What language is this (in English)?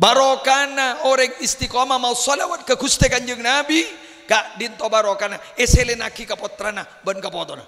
Madurese